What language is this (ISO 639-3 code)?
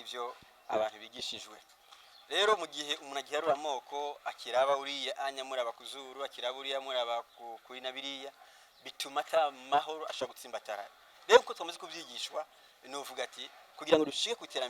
run